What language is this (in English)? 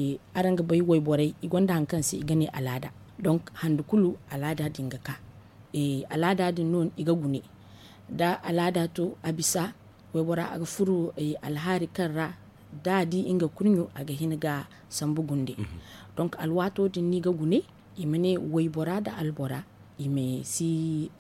Zarma